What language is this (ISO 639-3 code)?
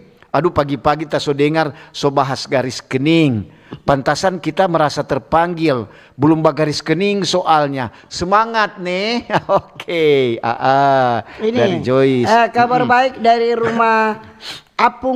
xmm